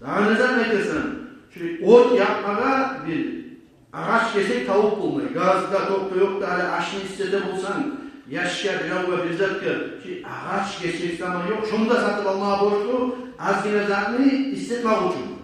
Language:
Kumyk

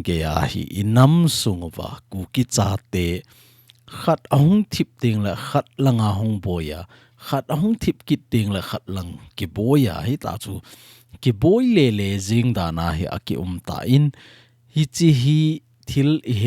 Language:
Thado Chin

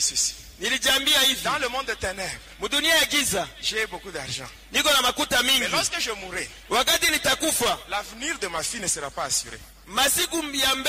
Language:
Swahili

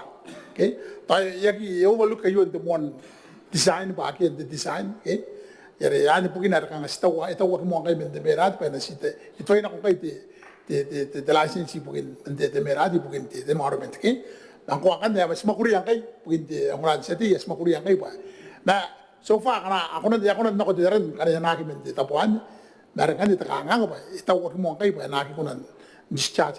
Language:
Gilbertese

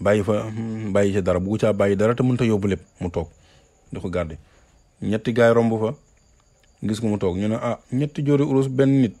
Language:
Wolof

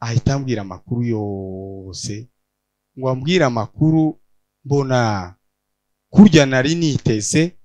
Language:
Kinyarwanda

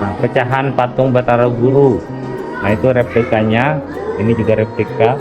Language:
Banjar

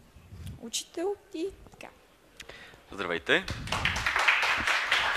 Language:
Bulgarian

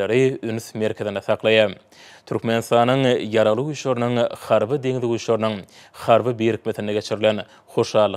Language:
Turkmen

